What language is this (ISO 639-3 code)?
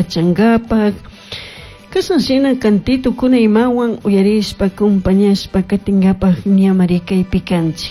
qug